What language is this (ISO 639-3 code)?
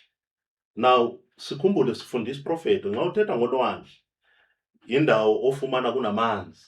zul